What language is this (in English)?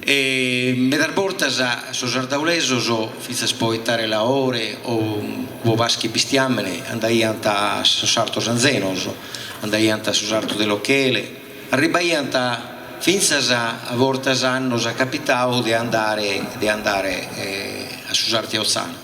Sardinian